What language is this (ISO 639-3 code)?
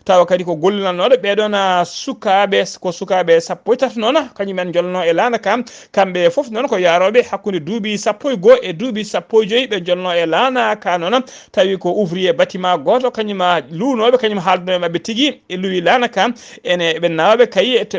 ful